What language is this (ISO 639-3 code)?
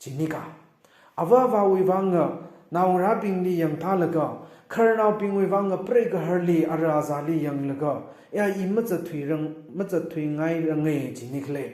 nmf